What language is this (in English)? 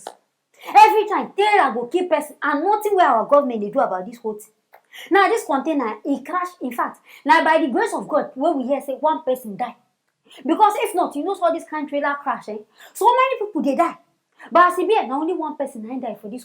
Nigerian Pidgin